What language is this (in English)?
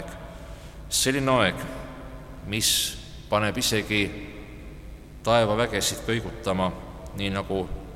Estonian